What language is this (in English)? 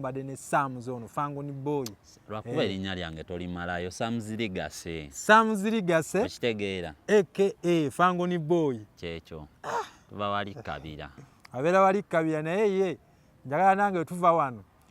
Ganda